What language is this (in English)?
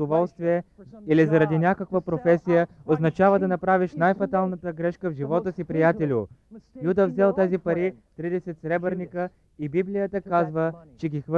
Bulgarian